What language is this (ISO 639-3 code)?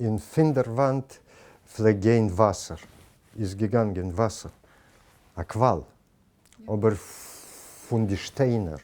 yid